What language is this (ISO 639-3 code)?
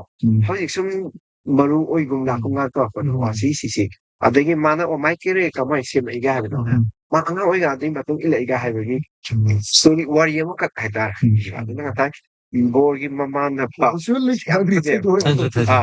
mni